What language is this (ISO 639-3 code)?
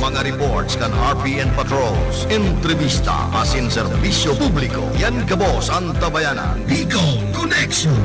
bik